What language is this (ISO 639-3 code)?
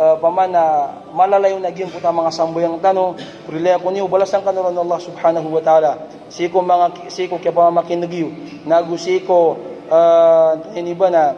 mrw